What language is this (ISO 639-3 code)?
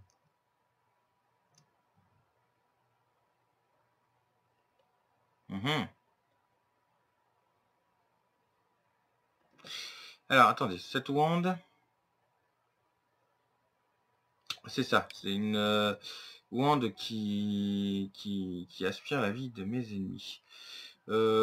fra